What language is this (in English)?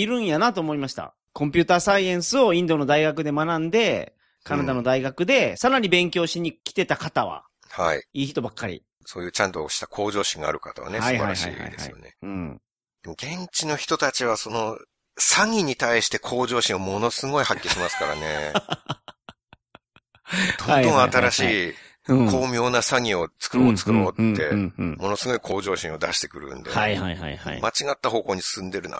Japanese